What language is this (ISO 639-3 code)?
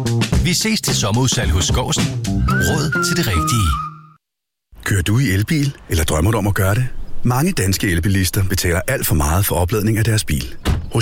dan